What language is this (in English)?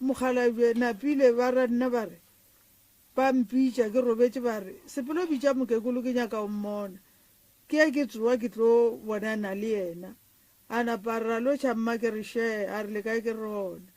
Northern Sotho